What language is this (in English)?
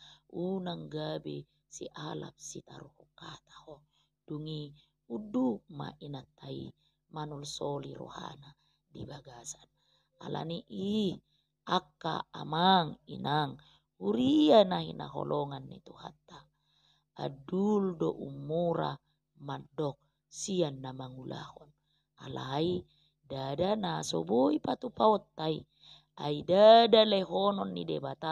Batak Toba